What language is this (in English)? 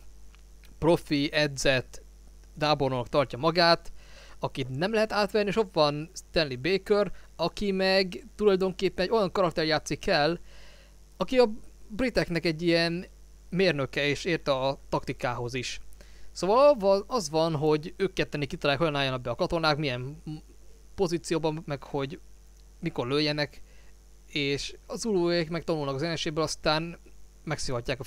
Hungarian